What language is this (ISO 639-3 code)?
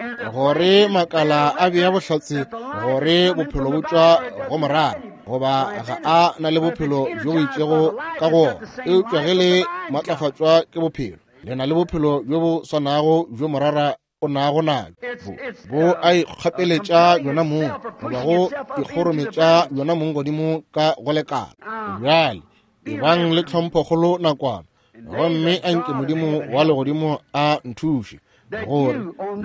nso